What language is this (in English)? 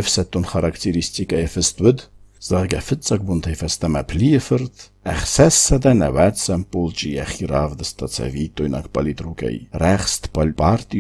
Ossetic